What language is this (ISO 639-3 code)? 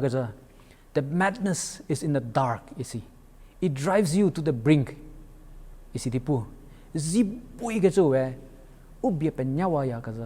njm